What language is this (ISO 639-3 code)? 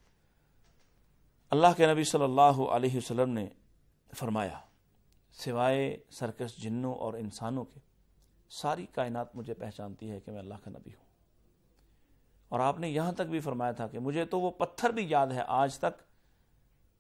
urd